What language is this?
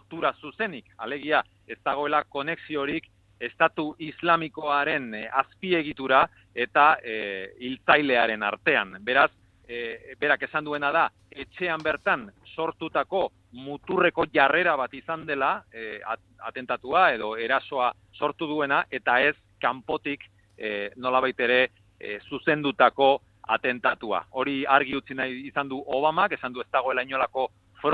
Basque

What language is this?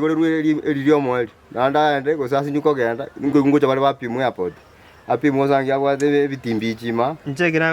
Gusii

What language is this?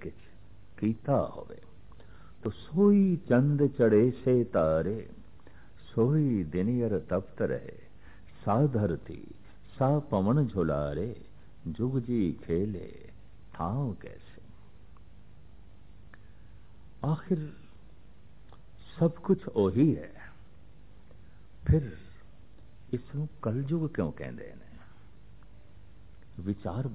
Punjabi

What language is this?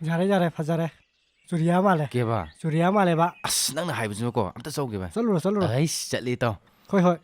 Manipuri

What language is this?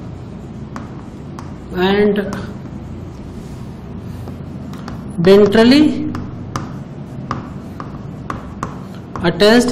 Hindi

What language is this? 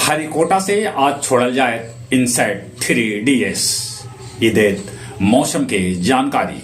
Magahi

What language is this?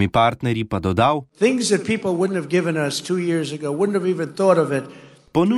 Slovenian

